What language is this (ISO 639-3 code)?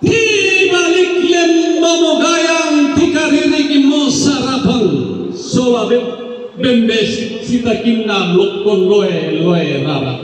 sda